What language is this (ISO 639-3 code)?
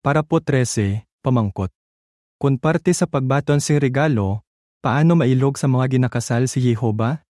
hil